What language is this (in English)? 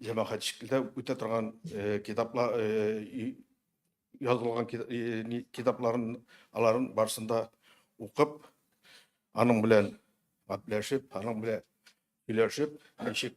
Tatar